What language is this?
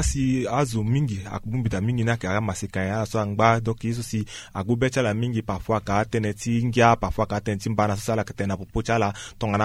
Sango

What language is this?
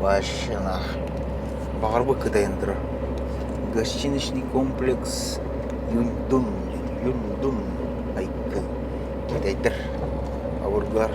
Yakut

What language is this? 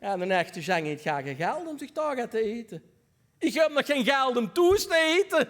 Limburgish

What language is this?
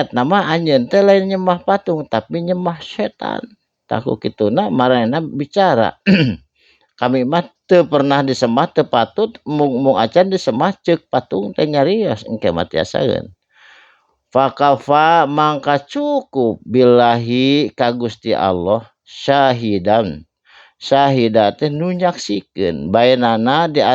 Sundanese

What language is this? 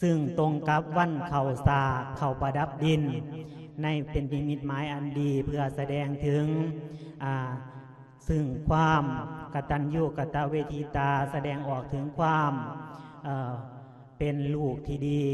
Lao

